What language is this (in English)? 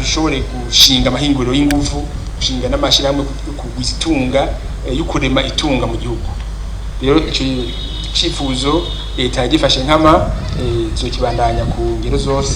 Rundi